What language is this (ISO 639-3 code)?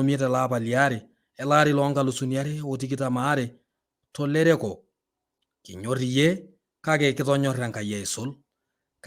mas